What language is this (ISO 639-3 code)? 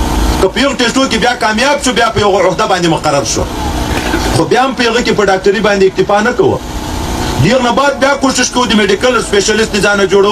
pus